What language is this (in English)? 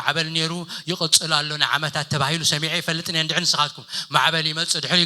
Tigrinya